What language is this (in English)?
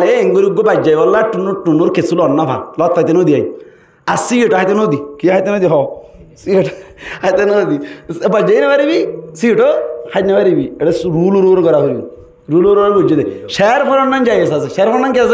Rohingya